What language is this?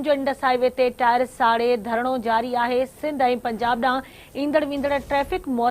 Sindhi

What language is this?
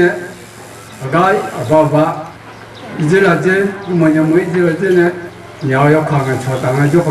Akha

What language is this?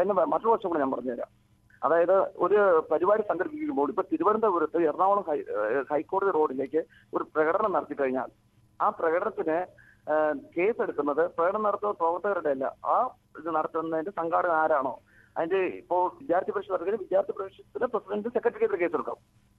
Malayalam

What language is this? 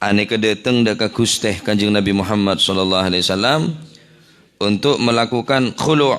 Madurese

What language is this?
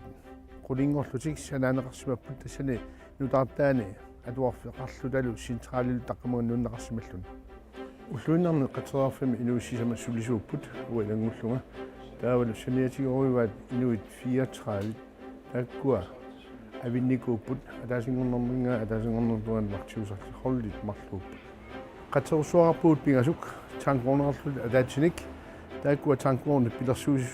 Kalaallisut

